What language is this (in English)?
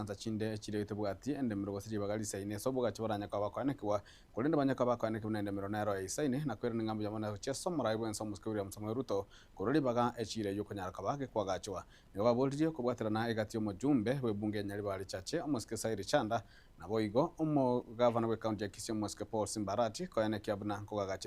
Gusii